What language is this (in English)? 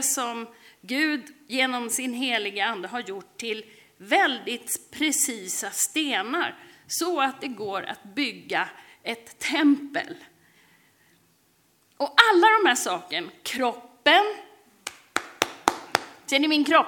Swedish